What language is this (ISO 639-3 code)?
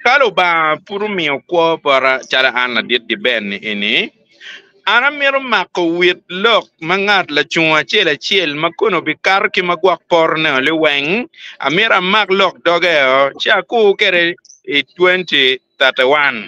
ach